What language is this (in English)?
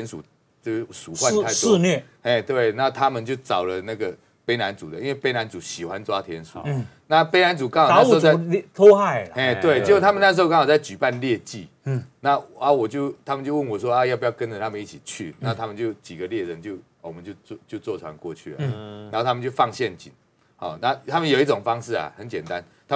Chinese